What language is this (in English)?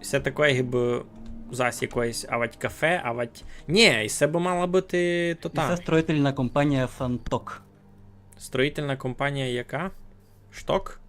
Rusyn